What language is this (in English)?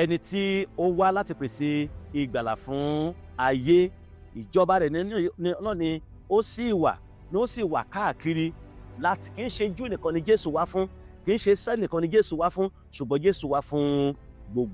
Yoruba